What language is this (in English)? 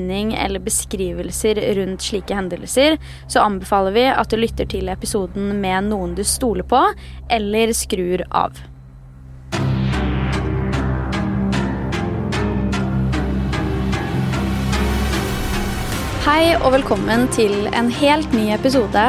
Norwegian